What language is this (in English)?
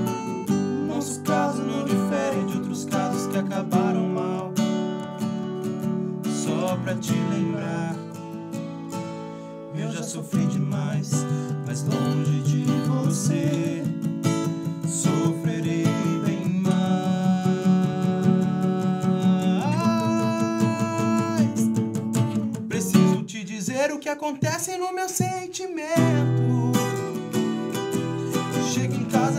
Portuguese